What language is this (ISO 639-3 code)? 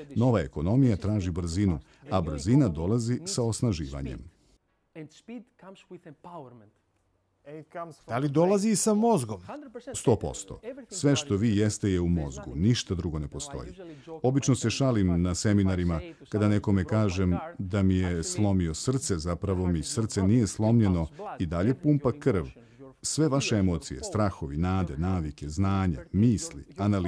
srp